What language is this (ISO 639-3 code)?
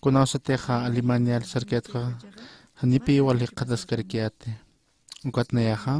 aym